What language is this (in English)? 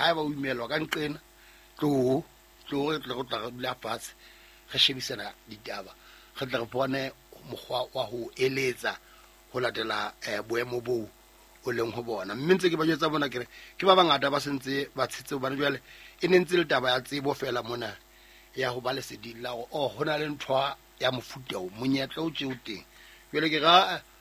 Southern Sotho